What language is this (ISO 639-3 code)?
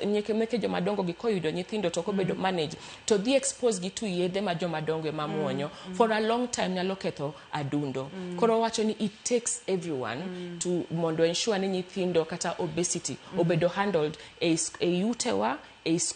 luo